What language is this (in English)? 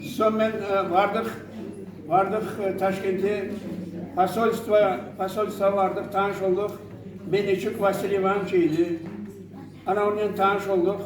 Crimean Tatar